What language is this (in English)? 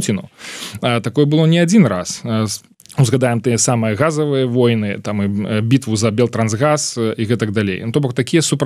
Belarusian